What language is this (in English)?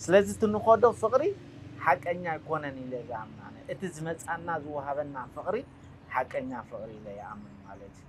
Tigrinya